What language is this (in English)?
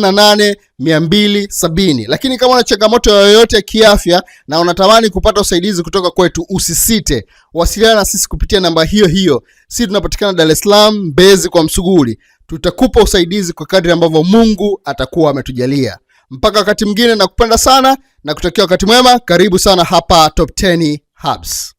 Swahili